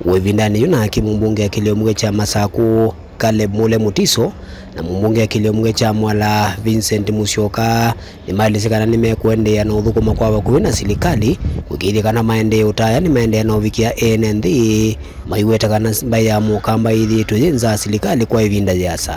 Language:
Kamba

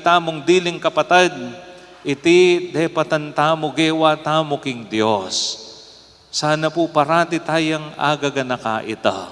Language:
Pampanga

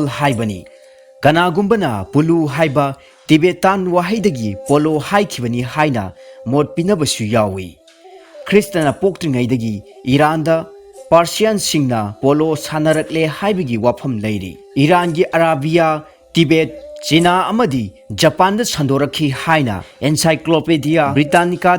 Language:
Manipuri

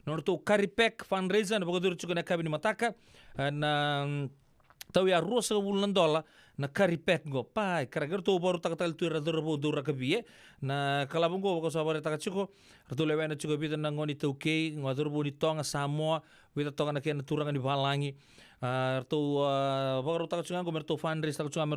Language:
Fijian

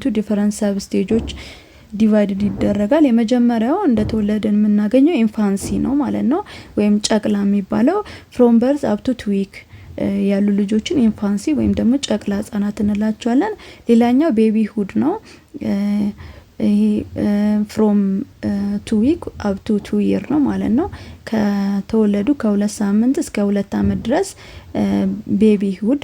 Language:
Amharic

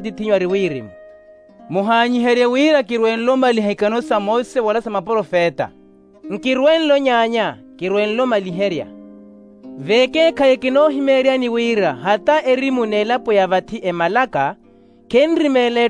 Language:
Makhuwa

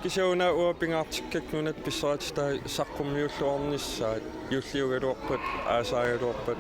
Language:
Kalaallisut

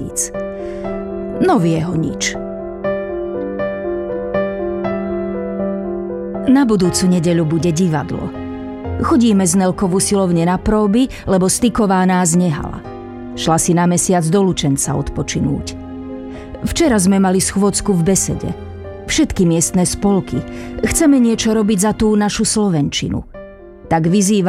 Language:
Slovak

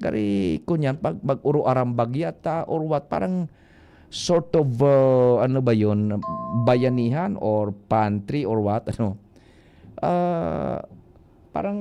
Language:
Bikol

